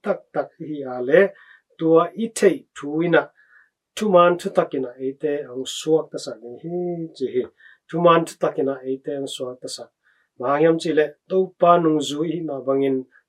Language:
Tedim Chin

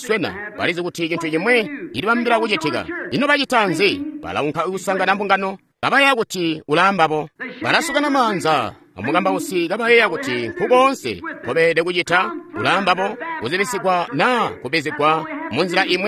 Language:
Tonga (Zambia)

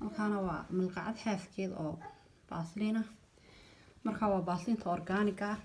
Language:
Somali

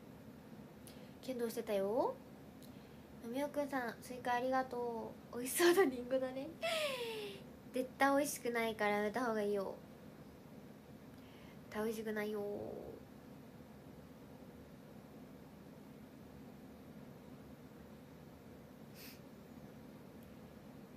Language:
Japanese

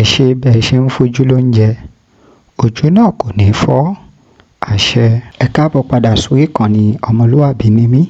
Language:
Yoruba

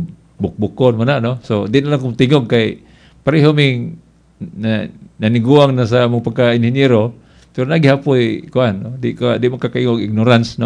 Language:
Cebuano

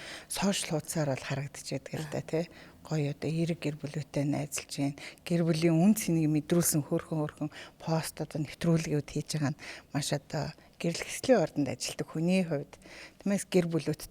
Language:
Mongolian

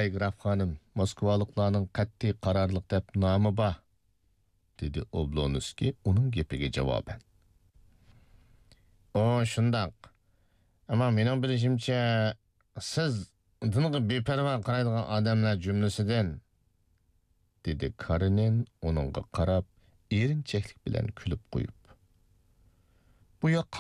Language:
Uyghur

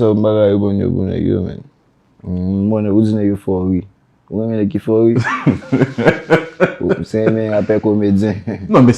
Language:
Haitian Creole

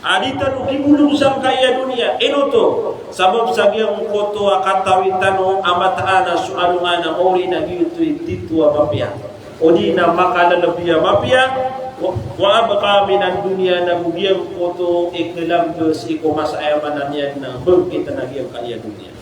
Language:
Maranao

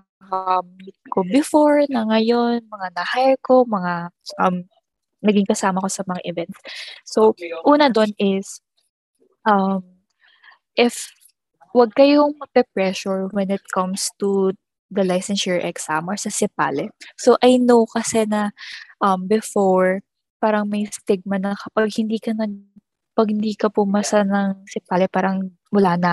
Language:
Filipino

